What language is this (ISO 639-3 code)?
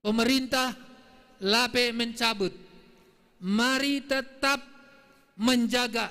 bts